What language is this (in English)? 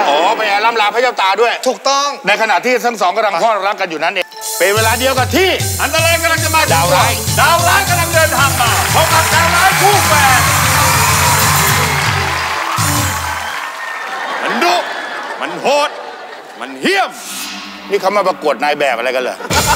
Thai